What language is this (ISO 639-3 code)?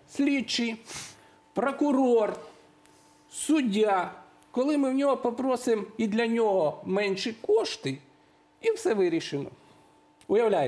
ukr